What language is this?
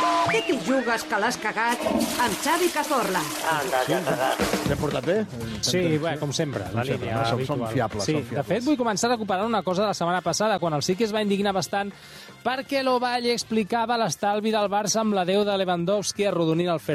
Catalan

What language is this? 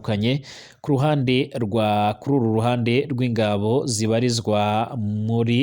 Rundi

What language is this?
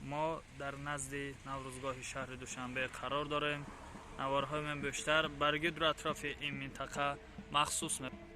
Tajik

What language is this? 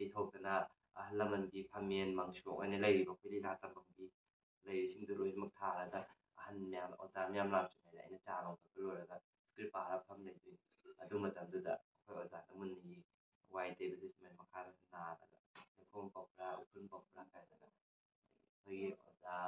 Manipuri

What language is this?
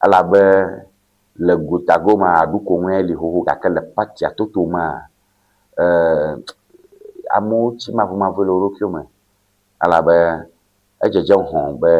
Ewe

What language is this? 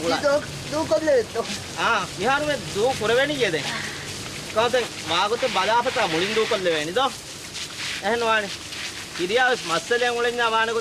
Divehi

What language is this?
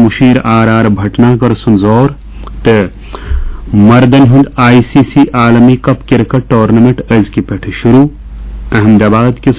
Kashmiri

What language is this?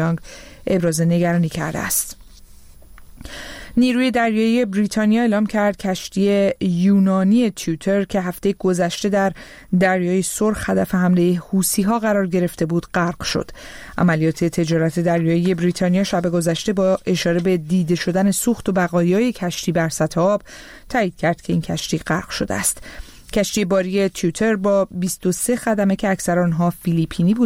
Persian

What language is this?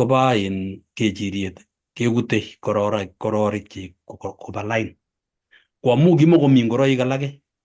Kalenjin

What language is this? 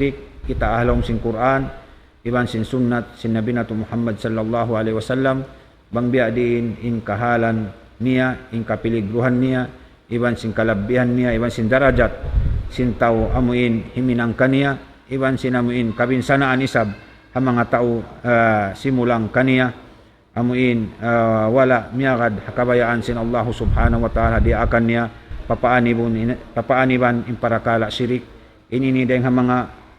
Tausug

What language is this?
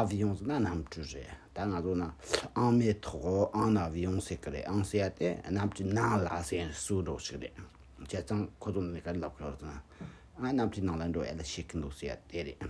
Tibetan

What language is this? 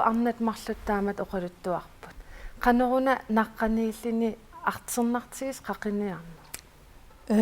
Kalaallisut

